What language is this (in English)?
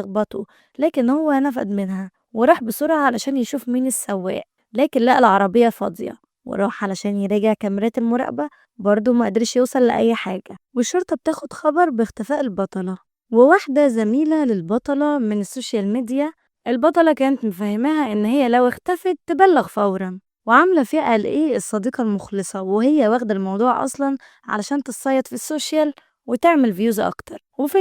Egyptian Arabic